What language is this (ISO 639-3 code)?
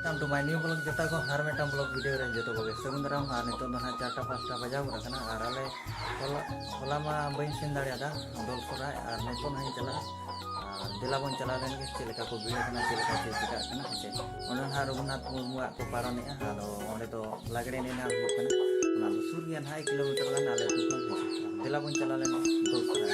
sat